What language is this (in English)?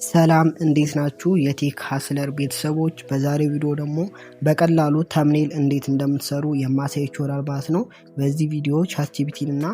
Amharic